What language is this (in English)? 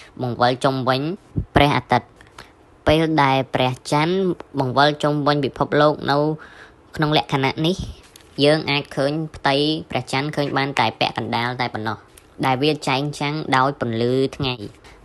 Khmer